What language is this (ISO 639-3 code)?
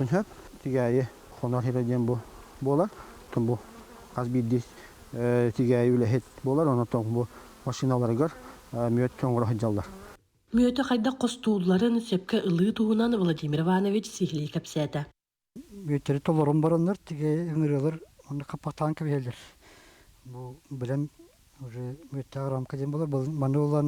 sah